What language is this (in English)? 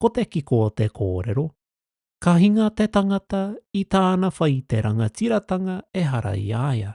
Māori